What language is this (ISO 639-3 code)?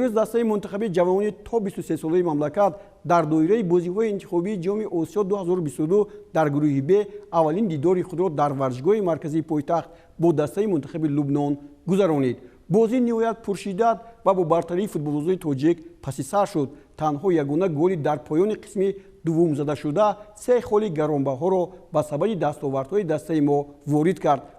tgk